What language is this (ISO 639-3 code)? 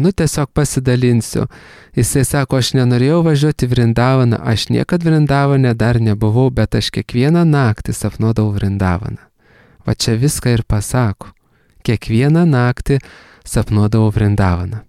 lit